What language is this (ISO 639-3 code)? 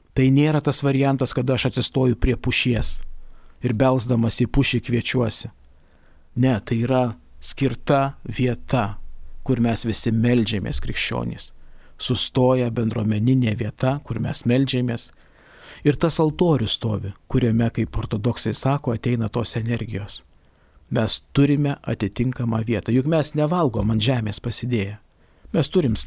lit